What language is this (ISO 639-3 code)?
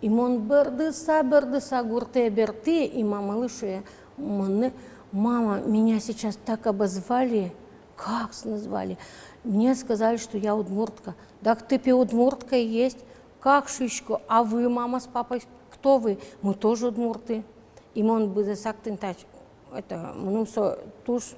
udm